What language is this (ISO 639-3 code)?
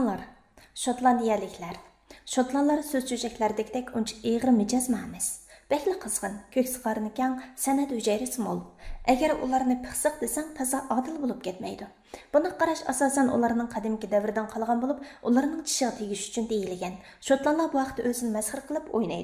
uig